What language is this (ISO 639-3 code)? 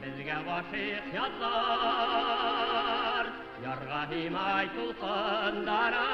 bak